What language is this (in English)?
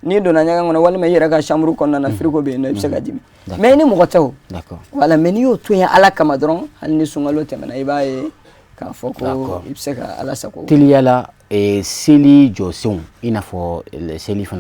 Bambara